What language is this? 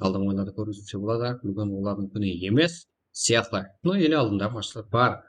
Kara-Kalpak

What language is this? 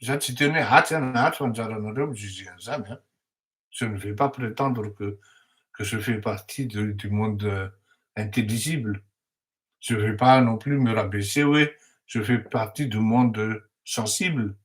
Malagasy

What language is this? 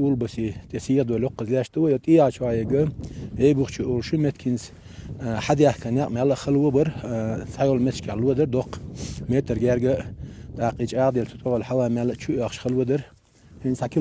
Chechen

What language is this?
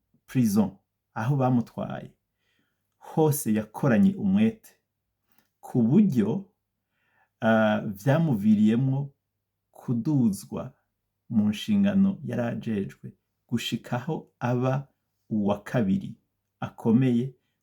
Rundi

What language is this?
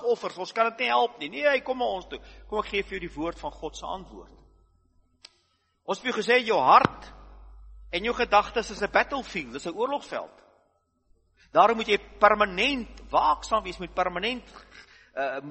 Afrikaans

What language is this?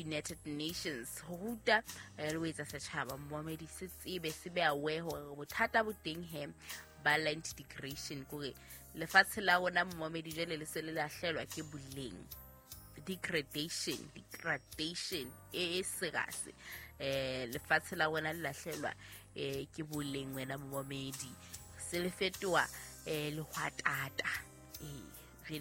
Southern Sotho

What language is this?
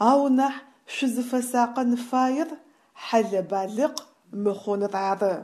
Adyghe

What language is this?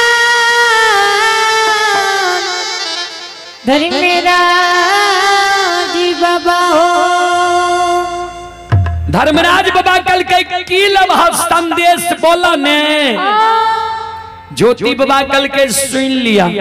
Bhojpuri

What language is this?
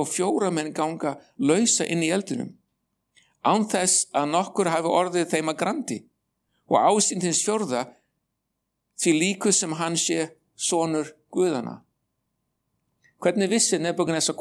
Icelandic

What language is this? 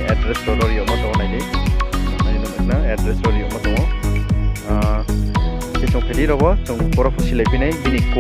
Riang (India)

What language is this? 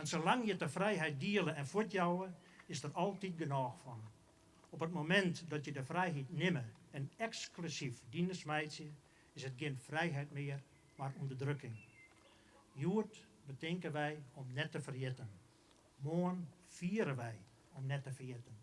Western Frisian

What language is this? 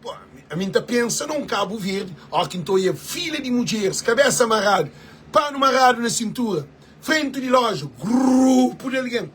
Kabuverdianu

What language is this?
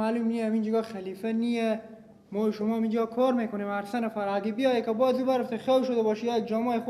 Persian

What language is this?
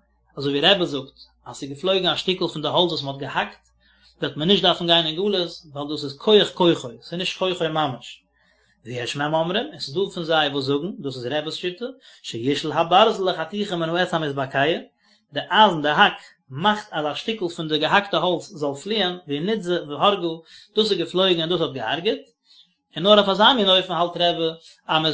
Yiddish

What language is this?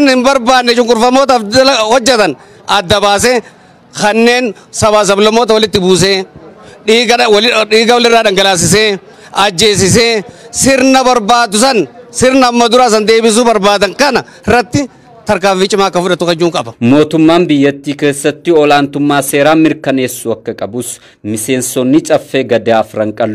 Oromo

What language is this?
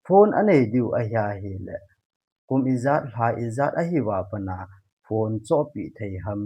Thado Chin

